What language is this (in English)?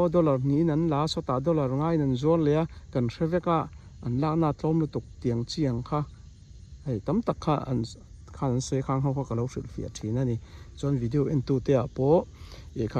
Mizo